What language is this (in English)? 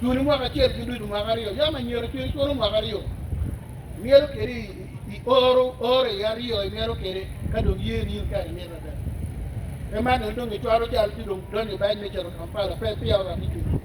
Acoli